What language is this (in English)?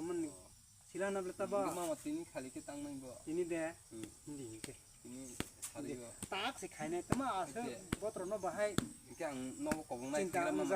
Kok Borok